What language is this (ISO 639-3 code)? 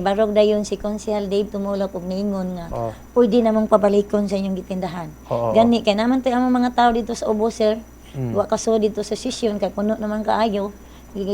ceb